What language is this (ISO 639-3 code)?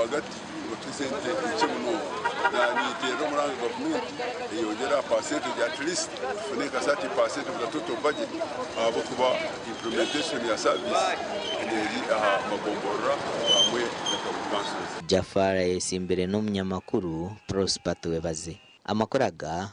nyn